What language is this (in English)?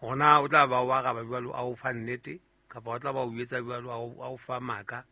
Southern Sotho